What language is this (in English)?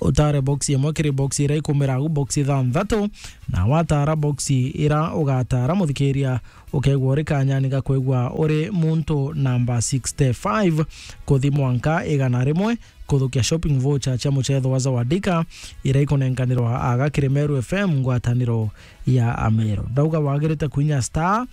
Meru